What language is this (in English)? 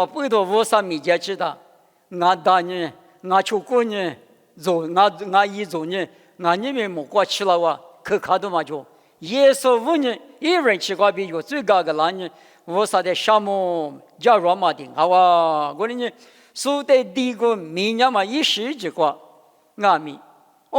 Lisu